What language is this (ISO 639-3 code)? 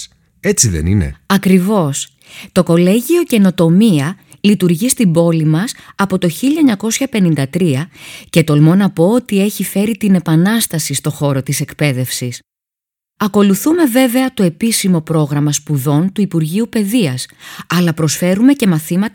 ell